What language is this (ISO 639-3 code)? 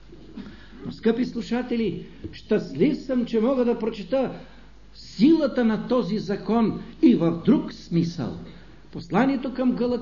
bul